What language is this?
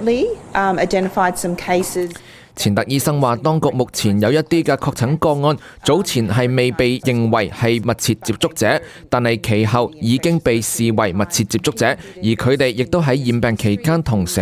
Cantonese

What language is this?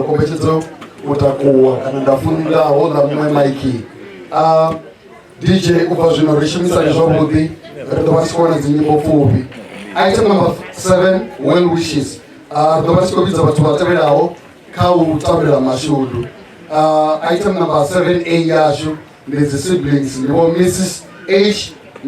Venda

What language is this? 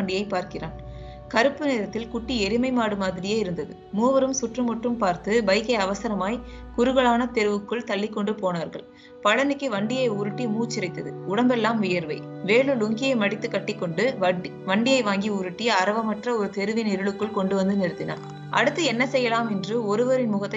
Tamil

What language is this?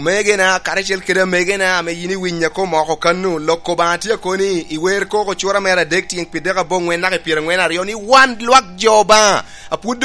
Lango (Uganda)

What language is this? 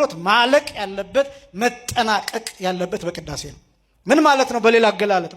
Amharic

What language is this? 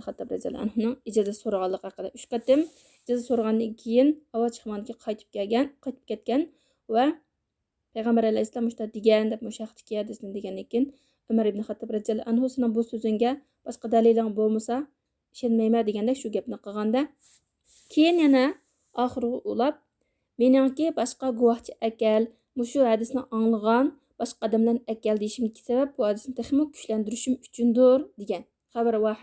Uyghur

